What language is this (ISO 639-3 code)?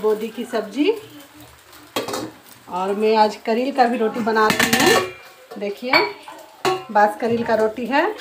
hin